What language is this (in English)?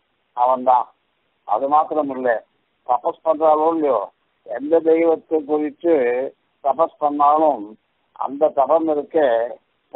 Tamil